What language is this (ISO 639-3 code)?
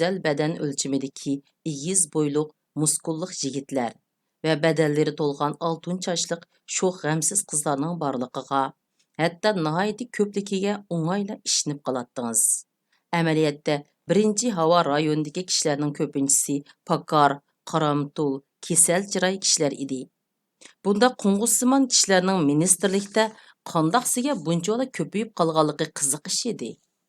uig